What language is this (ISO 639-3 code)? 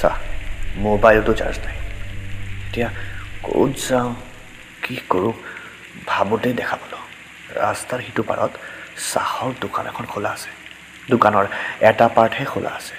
asm